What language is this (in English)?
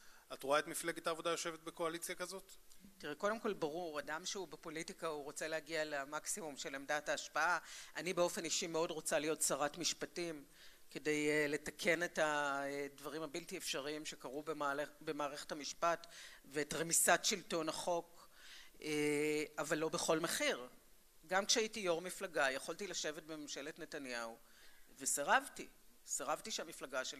Hebrew